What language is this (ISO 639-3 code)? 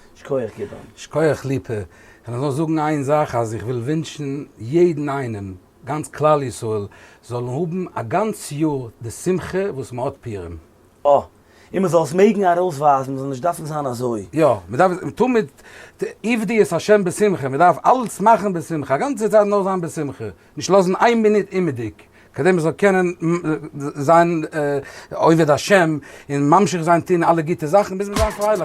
yid